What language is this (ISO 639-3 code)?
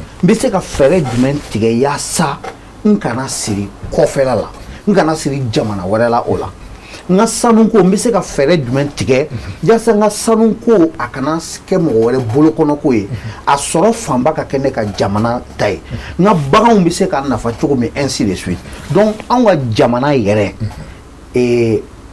bam